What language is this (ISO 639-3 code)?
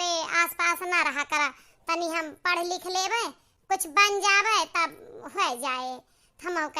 awa